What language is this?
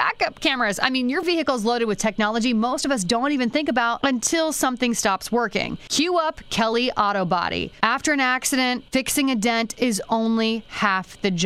English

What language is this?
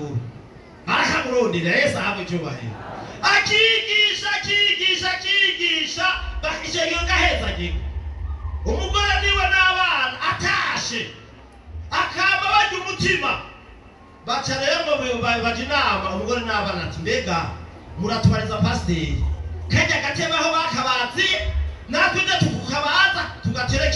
Rundi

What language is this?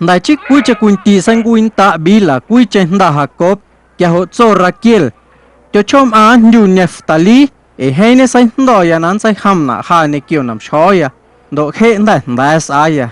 Guerrero Amuzgo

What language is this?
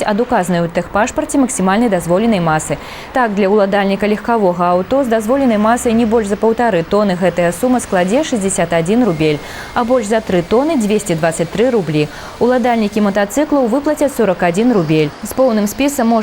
Belarusian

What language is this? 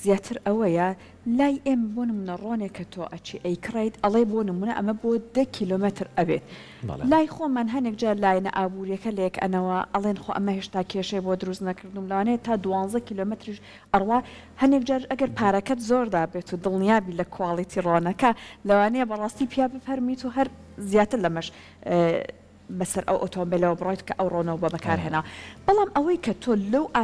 Central Kurdish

